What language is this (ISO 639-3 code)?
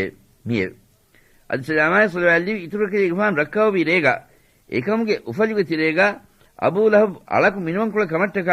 div